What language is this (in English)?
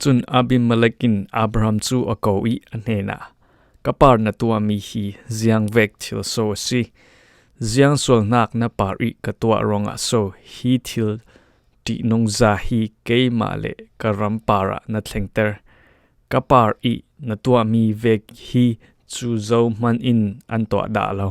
Falam Chin